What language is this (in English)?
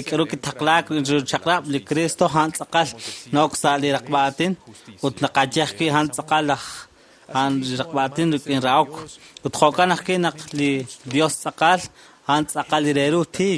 Kekchí